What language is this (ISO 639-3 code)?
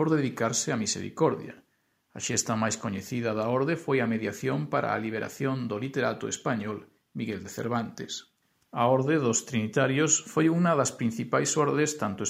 glg